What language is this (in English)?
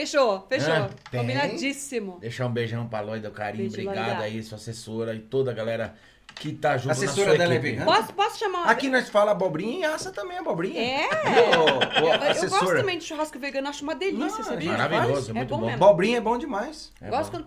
Portuguese